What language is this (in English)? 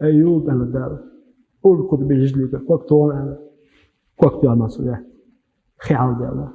Chechen